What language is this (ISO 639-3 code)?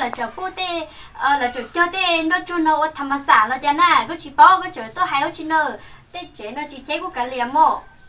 hmn